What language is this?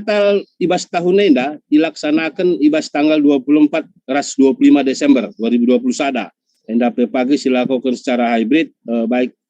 Batak Karo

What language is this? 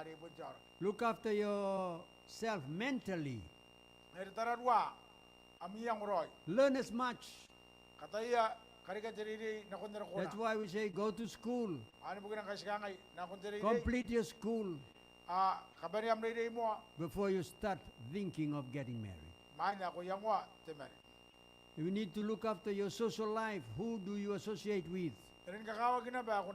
Gilbertese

